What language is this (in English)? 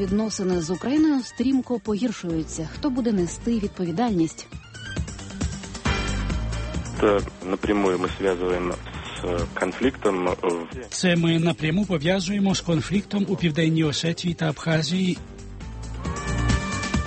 Ukrainian